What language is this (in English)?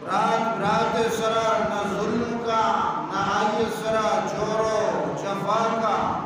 Baluchi